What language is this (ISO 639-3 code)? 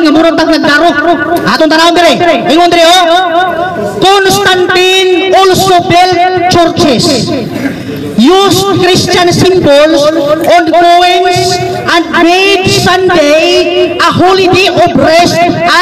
ceb